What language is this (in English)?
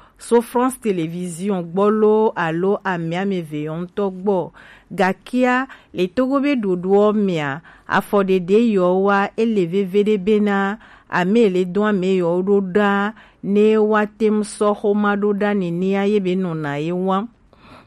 Gen